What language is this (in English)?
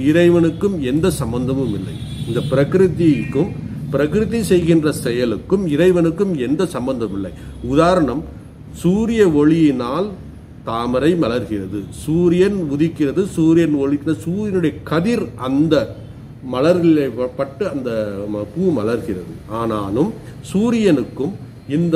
Tamil